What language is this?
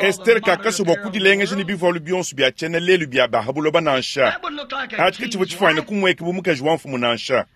Luba-Lulua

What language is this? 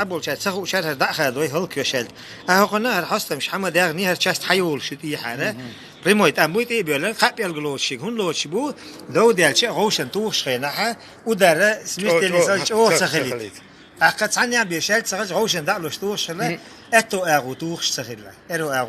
Chechen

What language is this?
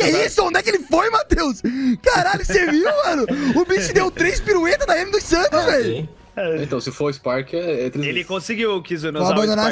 Portuguese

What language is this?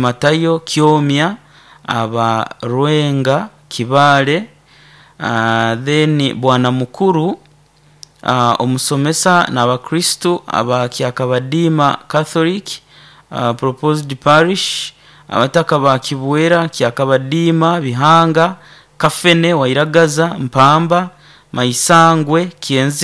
Nyoro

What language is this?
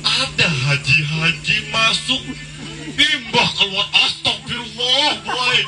Banjar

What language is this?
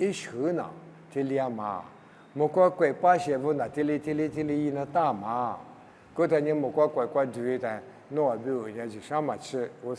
Lisu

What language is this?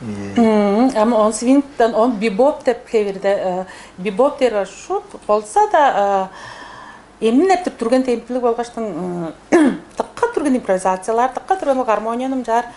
Tuvinian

